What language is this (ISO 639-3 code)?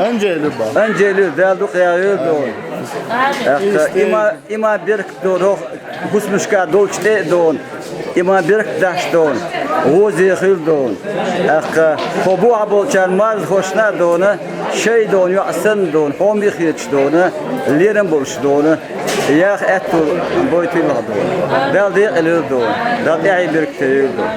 che